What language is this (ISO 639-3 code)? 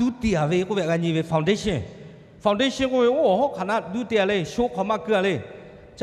lhu